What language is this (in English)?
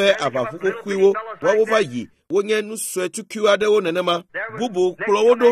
Ewe